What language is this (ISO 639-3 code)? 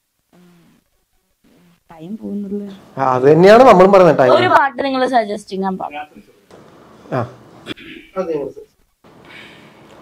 mal